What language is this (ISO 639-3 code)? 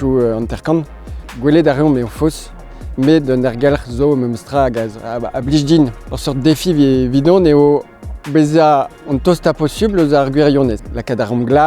bre